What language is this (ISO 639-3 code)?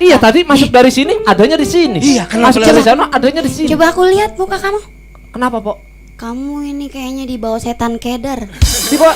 bew